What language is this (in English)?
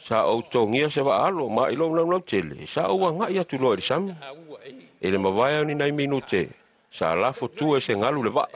Samoan